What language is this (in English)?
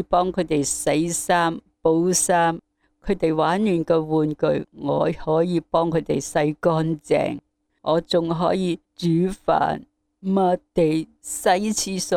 Cantonese